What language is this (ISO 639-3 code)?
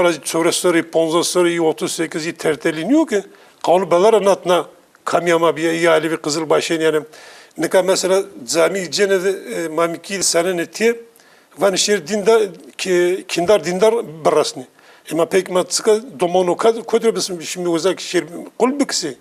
zza